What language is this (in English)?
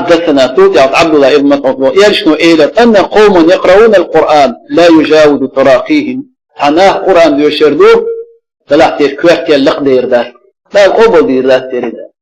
Chechen